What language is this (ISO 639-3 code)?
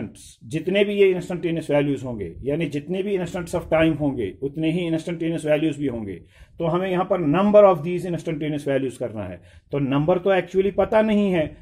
hin